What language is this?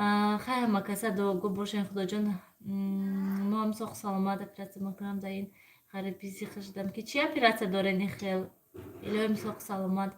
Tajik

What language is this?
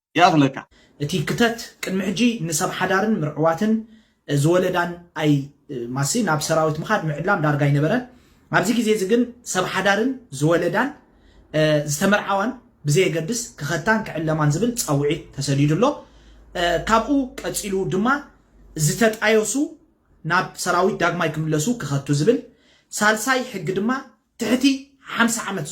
Tigrinya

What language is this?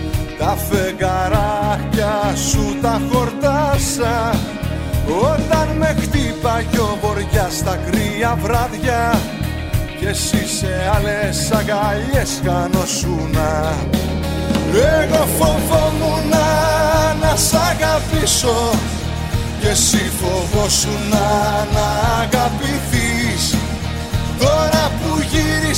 Greek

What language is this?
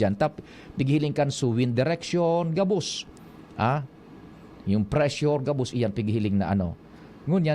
Bikol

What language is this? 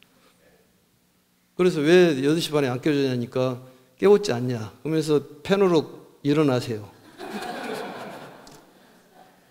Korean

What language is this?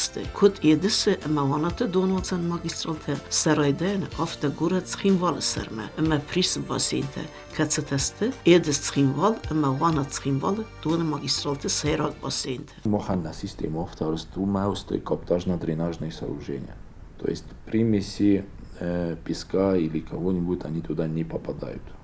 Ossetic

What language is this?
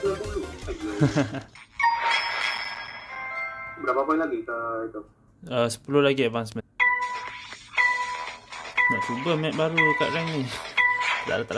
Malay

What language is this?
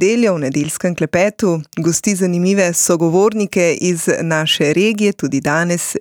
Slovenian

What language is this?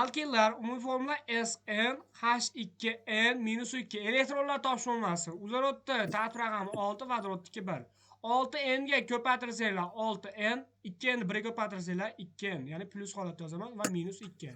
Uzbek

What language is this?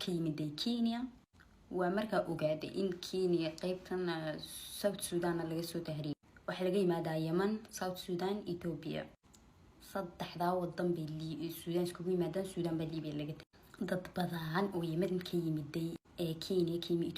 Somali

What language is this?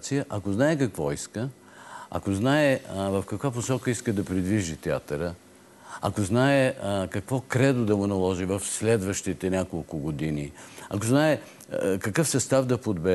Bulgarian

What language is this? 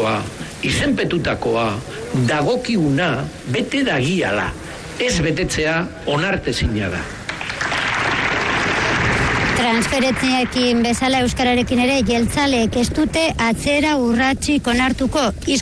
Basque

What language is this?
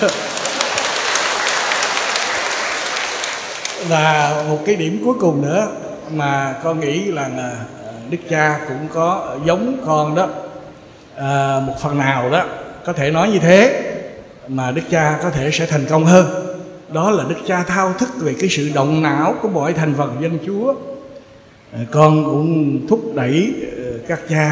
Vietnamese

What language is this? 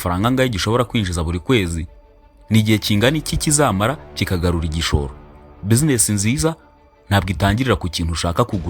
Kinyarwanda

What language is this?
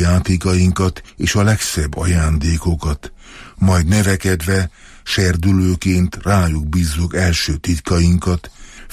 Hungarian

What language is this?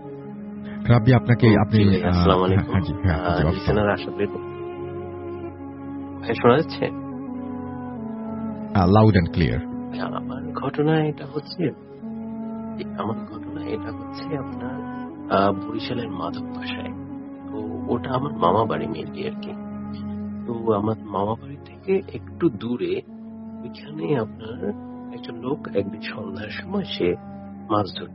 Bangla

